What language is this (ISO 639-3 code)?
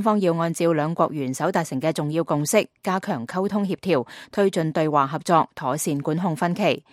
yue